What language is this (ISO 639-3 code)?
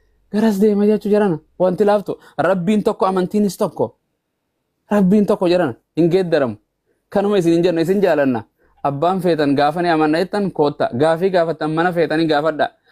orm